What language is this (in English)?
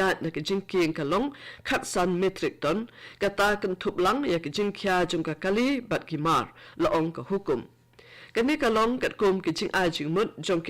Khasi